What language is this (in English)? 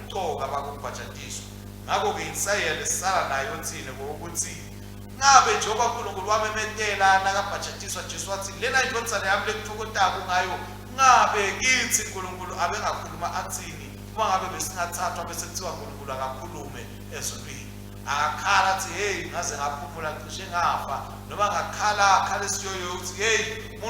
Swati